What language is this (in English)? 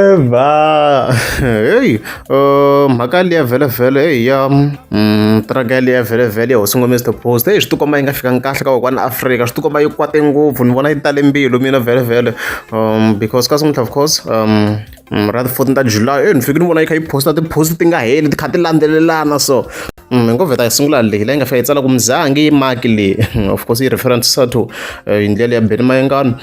Tsonga